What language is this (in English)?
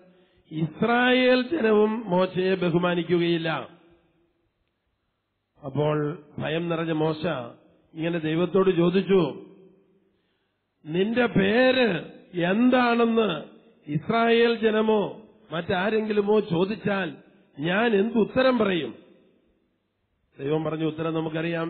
Malayalam